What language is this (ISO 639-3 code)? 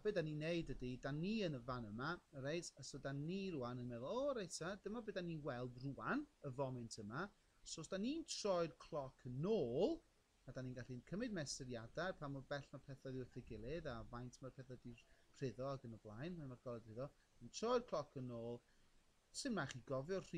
cym